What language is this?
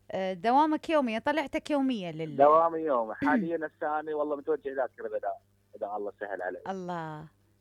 Mesopotamian Arabic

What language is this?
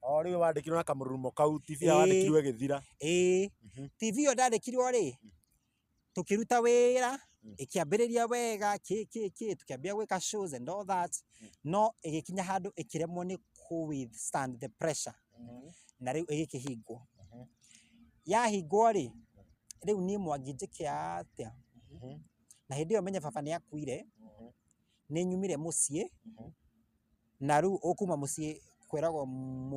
Kikuyu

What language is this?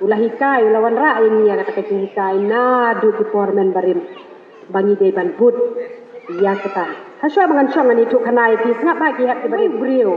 Khasi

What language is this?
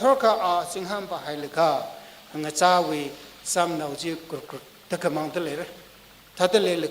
Tangkhul Naga (India)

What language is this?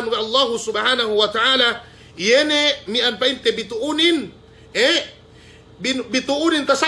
Yakan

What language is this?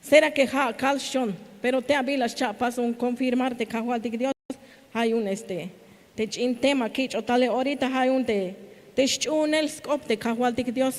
Tzeltal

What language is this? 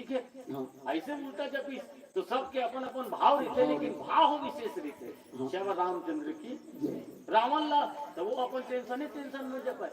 Chhattisgarhi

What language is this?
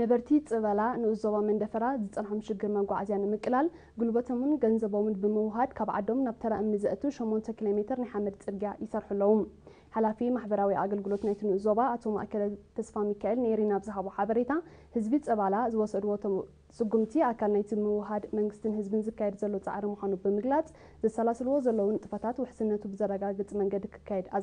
Tigrinya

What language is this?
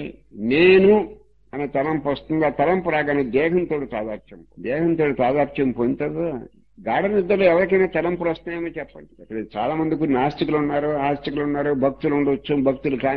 Telugu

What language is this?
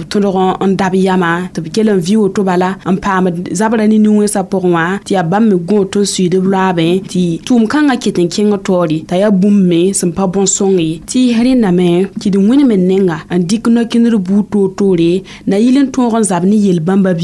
Mossi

